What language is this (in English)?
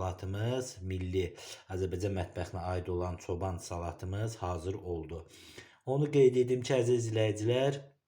Azerbaijani